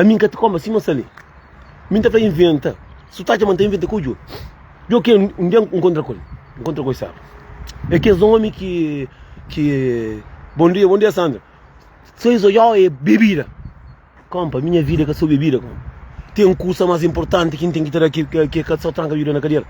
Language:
Kabuverdianu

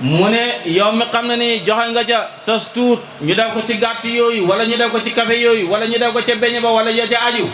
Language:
Wolof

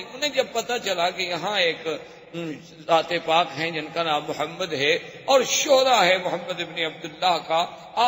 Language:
Urdu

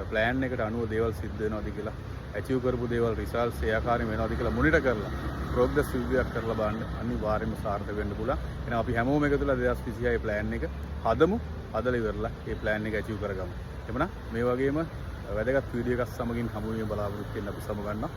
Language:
Sinhala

